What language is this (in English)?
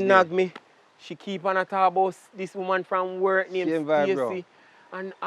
Jamaican Creole English